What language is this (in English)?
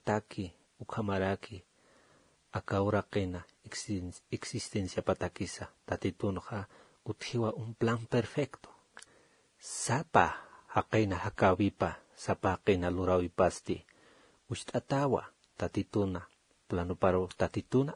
Aymara